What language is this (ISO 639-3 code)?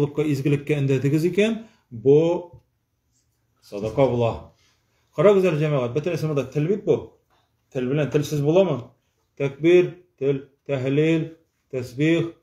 tat